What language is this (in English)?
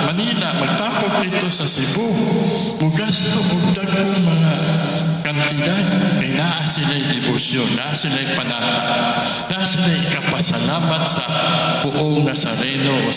Cebuano